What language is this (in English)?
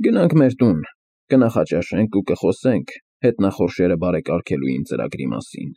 Armenian